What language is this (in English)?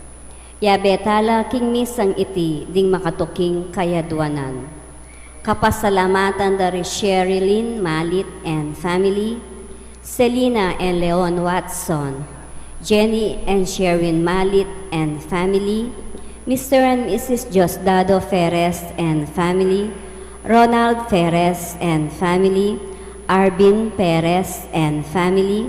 Pampanga